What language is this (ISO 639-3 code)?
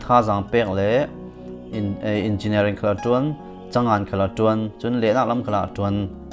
cfm